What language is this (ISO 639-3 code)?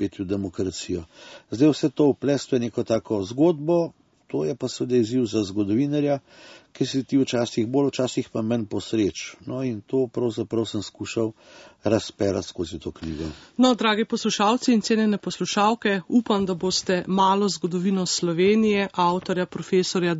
slv